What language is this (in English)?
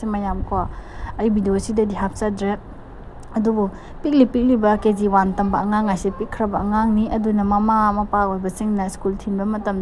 Manipuri